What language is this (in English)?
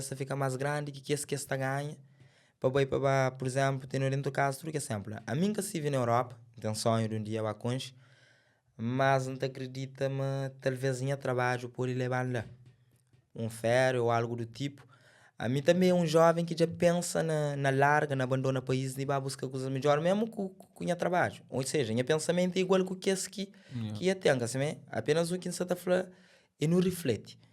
Kabuverdianu